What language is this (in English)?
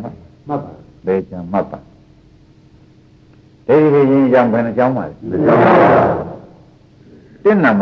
Burmese